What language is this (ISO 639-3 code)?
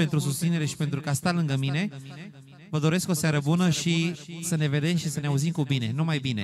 ron